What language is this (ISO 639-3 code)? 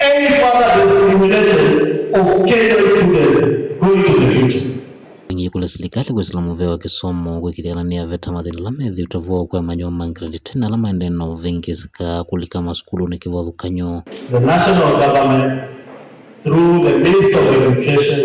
kam